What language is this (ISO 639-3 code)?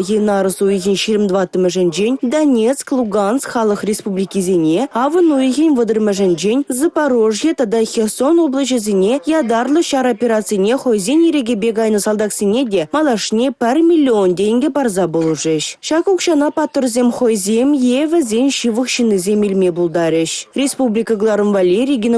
chv